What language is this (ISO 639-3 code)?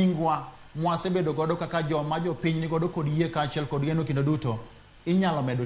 luo